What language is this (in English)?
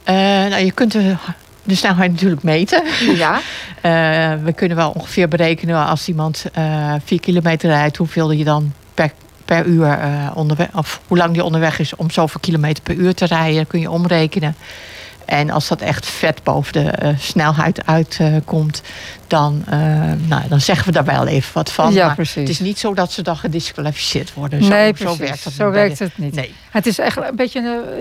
Dutch